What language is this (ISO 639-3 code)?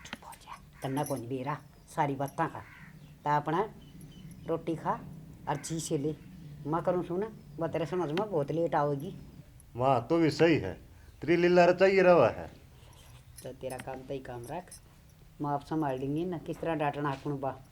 bgc